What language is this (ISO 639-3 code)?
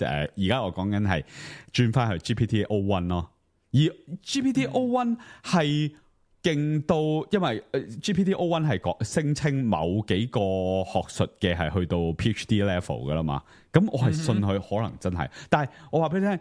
yue